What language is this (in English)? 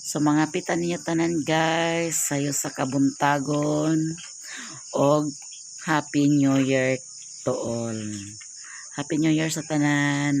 Cebuano